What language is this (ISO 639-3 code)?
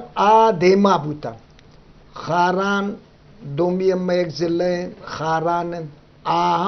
bgp